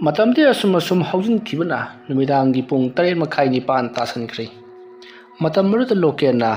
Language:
Manipuri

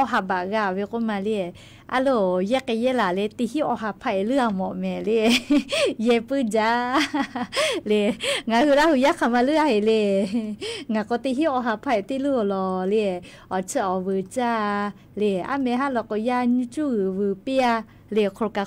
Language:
Lahu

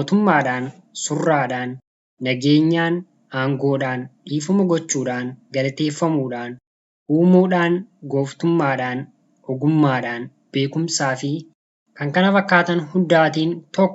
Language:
Oromo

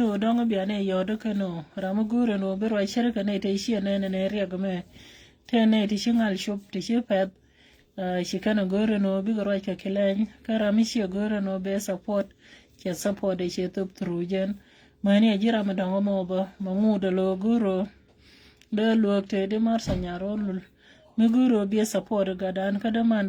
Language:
Nuer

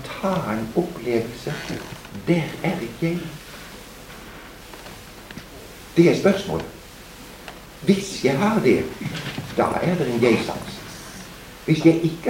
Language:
Norwegian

